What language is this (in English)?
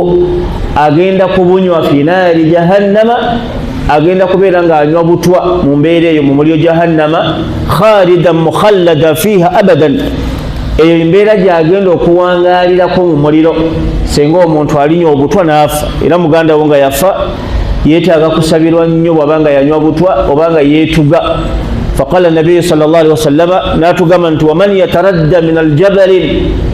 Ganda